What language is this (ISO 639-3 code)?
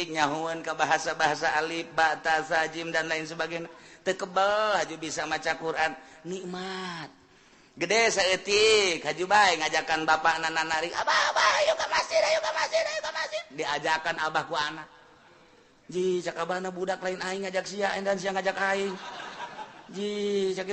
sun